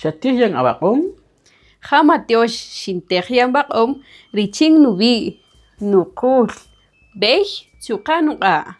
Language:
Kaqchikel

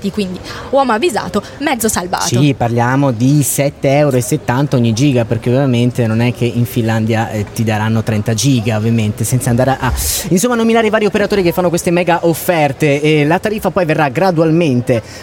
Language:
Italian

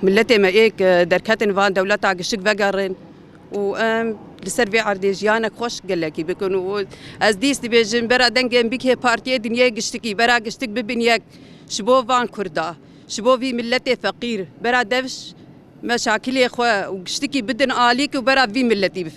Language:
Kurdish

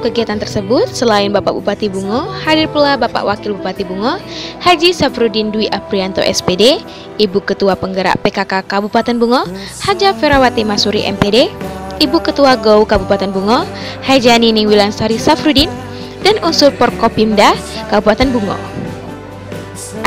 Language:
Indonesian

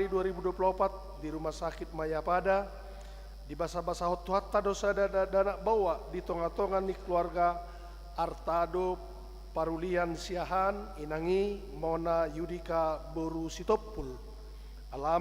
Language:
Batak Toba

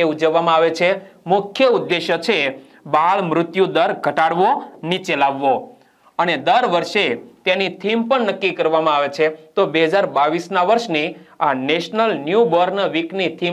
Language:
Gujarati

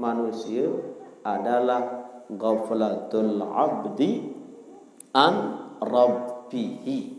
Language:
Sasak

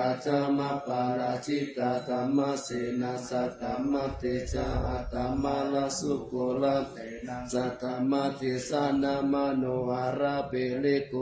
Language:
Pali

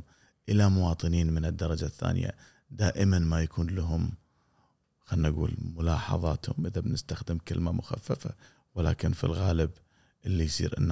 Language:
Gulf Arabic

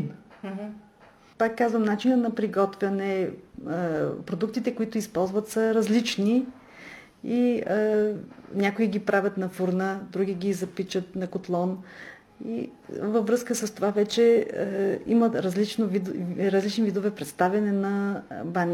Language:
Bulgarian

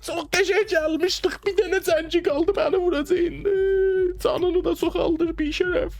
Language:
South Azerbaijani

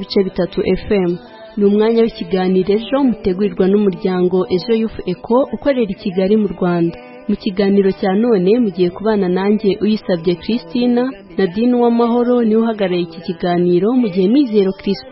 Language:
Kinyarwanda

